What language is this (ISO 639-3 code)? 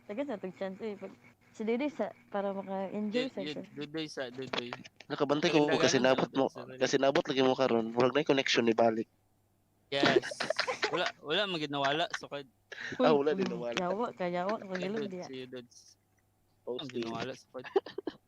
ceb